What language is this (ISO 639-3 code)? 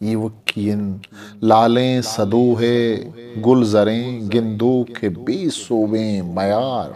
bgp